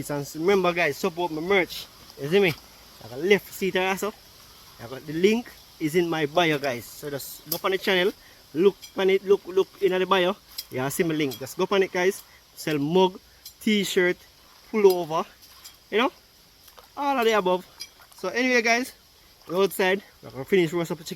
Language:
Jamaican Creole English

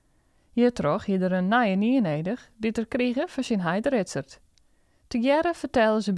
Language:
Western Frisian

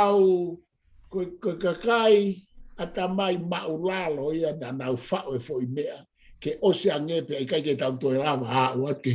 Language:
Tongan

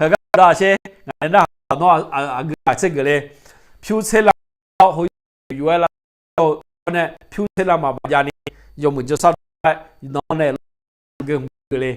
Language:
Akha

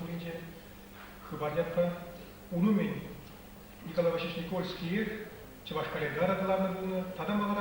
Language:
Chuvash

